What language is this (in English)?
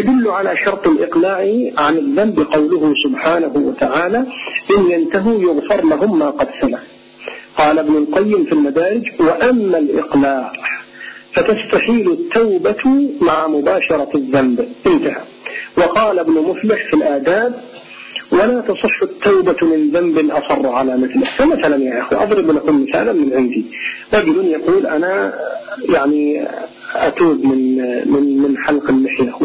Arabic